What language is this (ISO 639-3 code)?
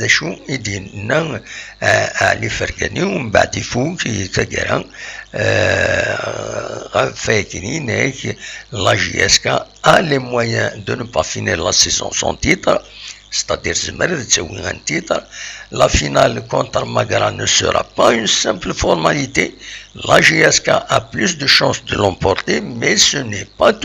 kab